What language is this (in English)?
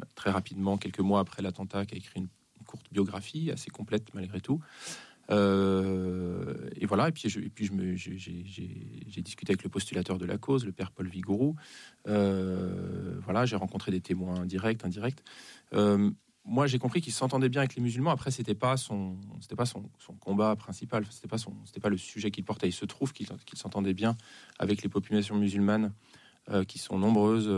French